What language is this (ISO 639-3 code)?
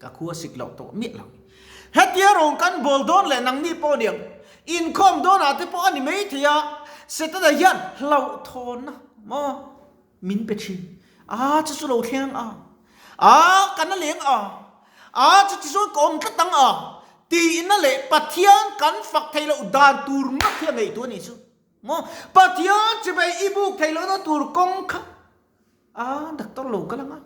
lus